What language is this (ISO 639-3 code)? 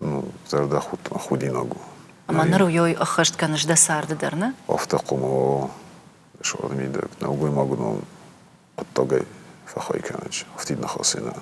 oss